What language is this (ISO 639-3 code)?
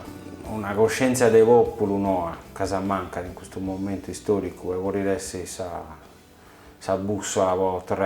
srd